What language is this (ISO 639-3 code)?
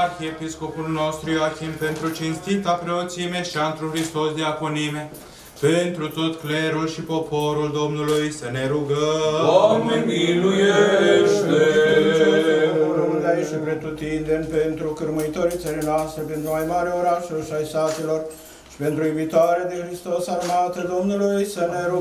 ron